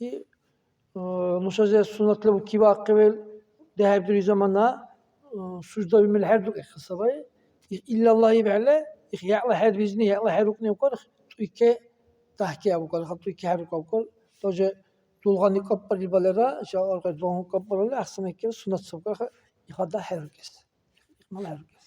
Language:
Dargwa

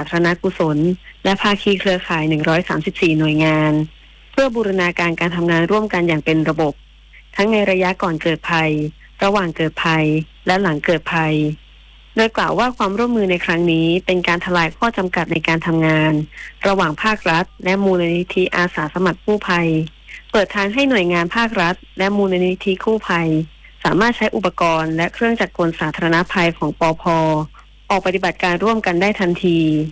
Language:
Thai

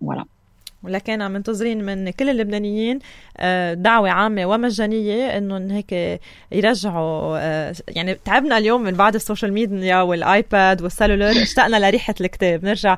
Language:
North Levantine Arabic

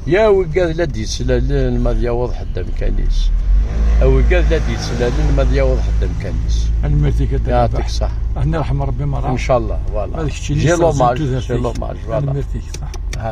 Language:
Kabyle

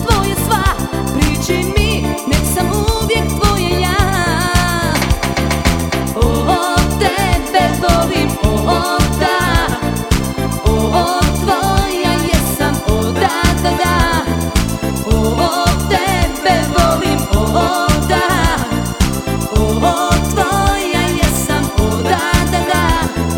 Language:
Croatian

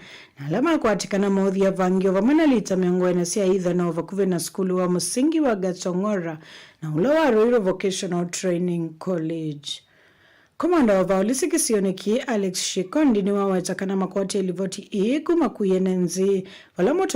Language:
Kamba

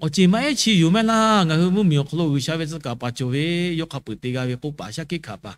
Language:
Lahu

